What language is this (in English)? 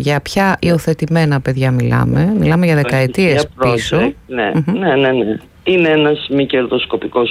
Greek